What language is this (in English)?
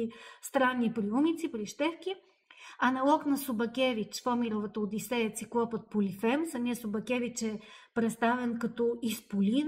Bulgarian